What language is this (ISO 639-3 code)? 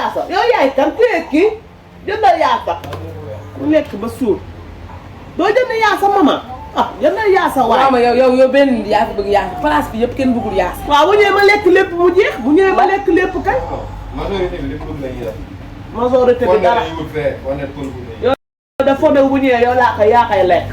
wol